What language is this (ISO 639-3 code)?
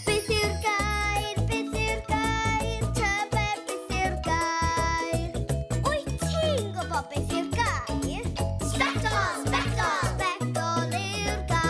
cym